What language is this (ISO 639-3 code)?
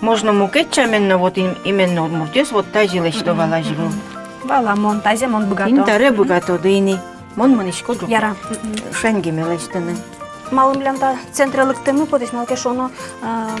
udm